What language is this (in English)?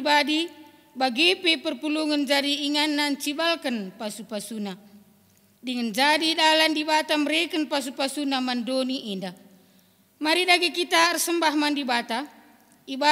Batak Karo